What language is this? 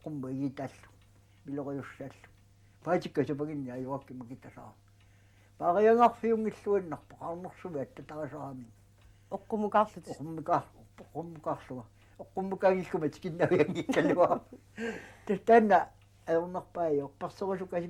Kalaallisut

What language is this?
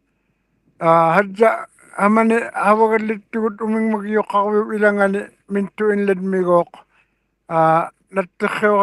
Western Canadian Inuktitut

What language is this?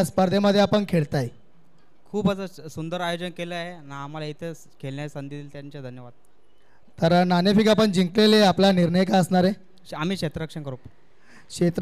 Marathi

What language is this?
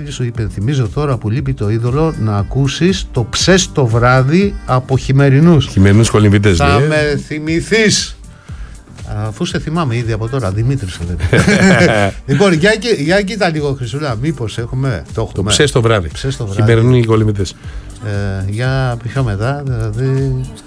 Greek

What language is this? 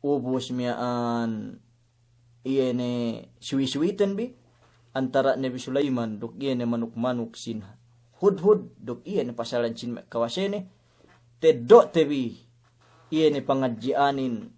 Yakan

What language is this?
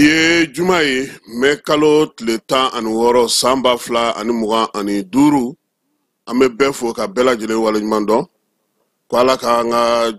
Bambara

